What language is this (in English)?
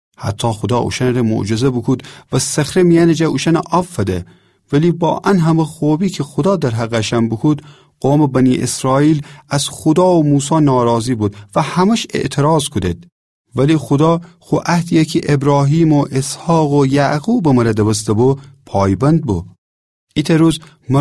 Gilaki